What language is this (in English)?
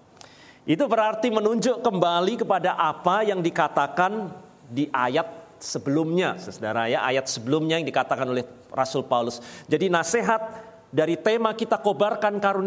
Indonesian